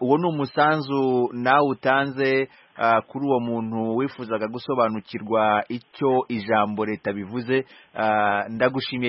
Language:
Kinyarwanda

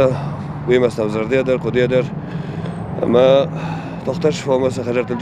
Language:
Ossetic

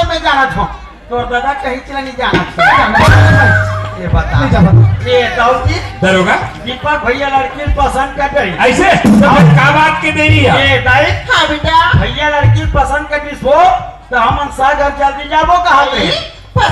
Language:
Chhattisgarhi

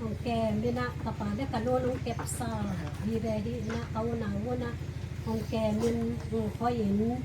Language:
Tedim Chin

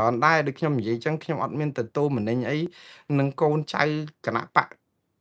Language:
Khmer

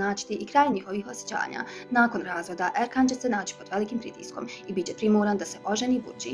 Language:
Bosnian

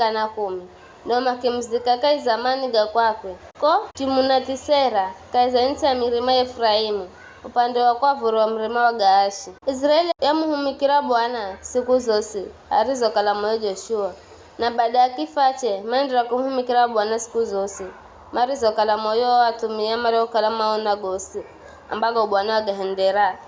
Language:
Giryama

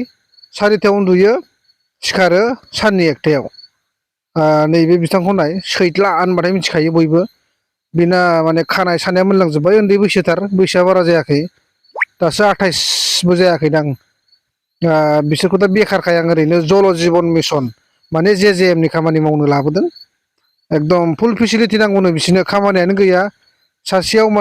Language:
Bodo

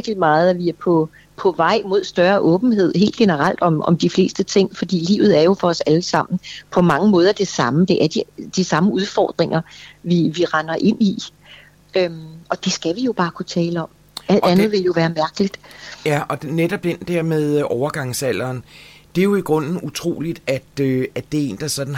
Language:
Danish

